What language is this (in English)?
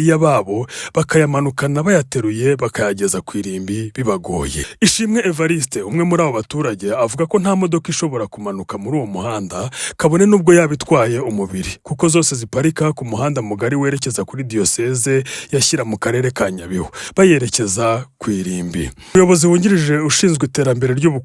Kinyarwanda